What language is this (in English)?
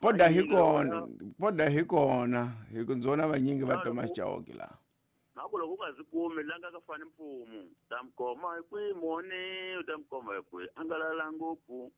Tsonga